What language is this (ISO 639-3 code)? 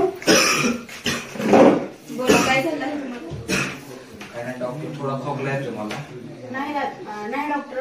mar